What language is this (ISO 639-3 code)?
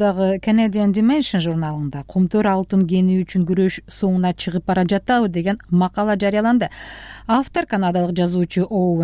kir